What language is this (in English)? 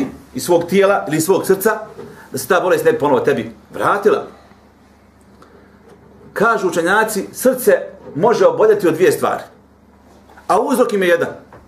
Bosnian